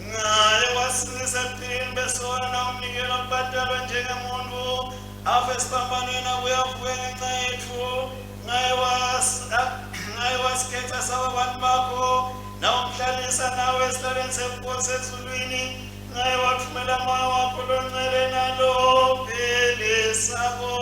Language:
Swati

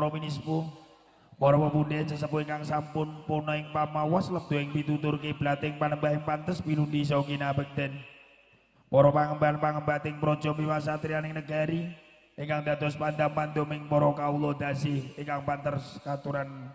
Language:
Javanese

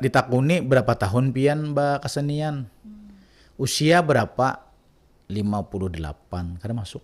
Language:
Banjar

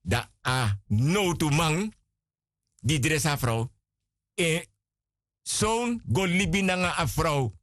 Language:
Sranan Tongo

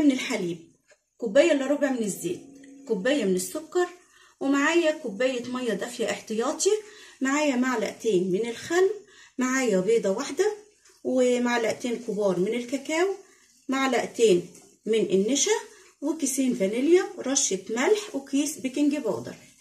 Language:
Egyptian Arabic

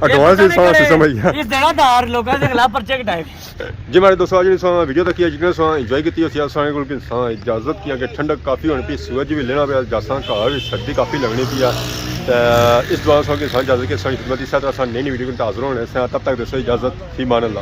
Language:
Pahari-Potwari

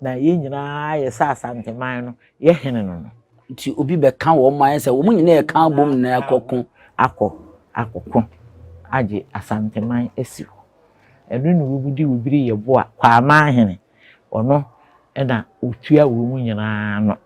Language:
Akan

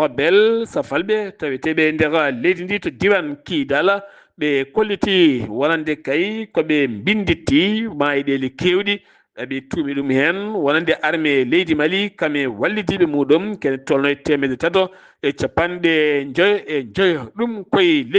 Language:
Fula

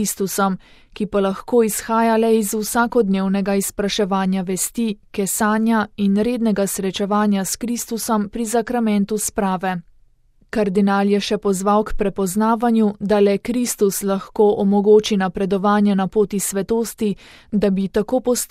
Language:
Slovenian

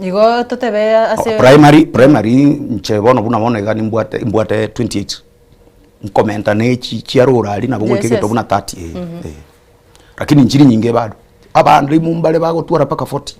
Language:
Gusii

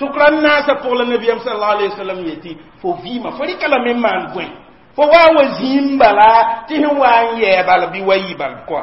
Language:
Mossi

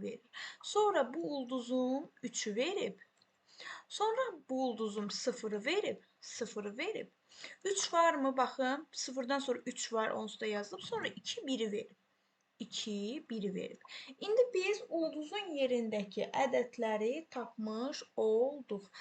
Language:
Azerbaijani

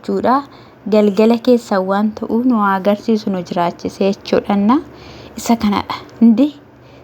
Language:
Oromo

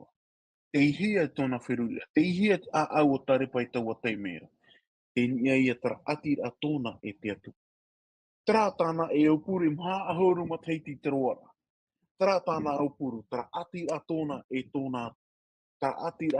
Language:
Tahitian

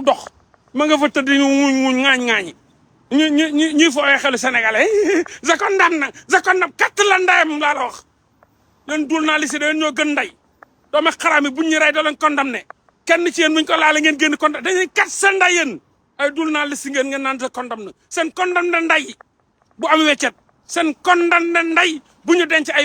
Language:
Wolof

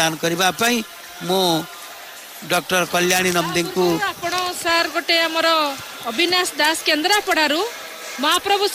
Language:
Odia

